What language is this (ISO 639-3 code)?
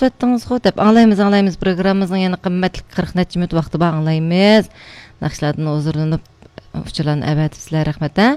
uig